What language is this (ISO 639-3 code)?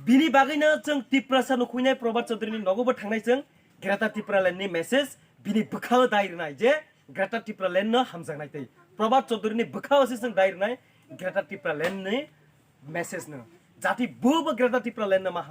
trp